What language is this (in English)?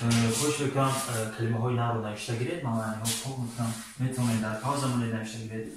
Tajik